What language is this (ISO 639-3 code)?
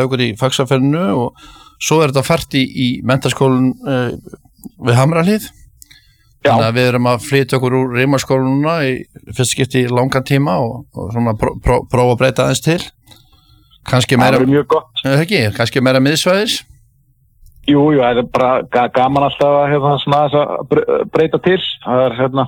isl